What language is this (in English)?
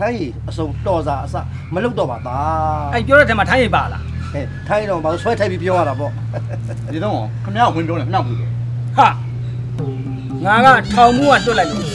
Burmese